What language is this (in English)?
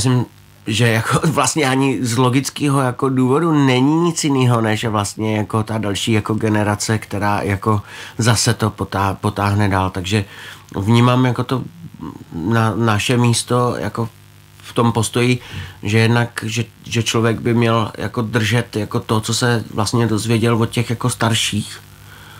Czech